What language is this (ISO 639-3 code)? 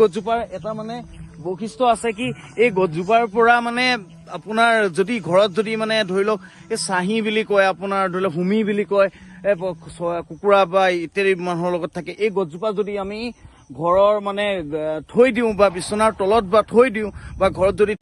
asm